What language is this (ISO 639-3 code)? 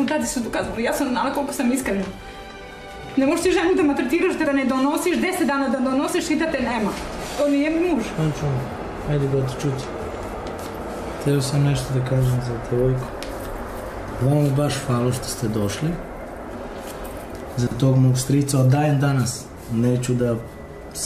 srp